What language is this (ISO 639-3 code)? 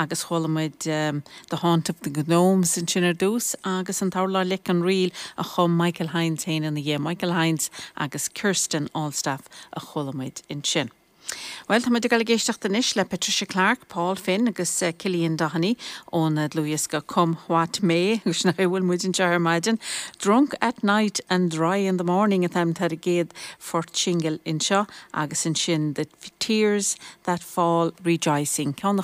gle